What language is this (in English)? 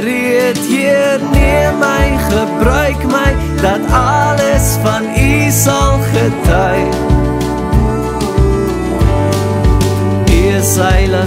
Afrikaans